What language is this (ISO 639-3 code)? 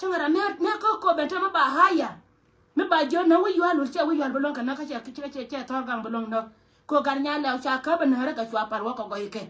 nus